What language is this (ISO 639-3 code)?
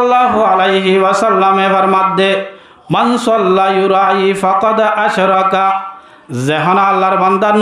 rhg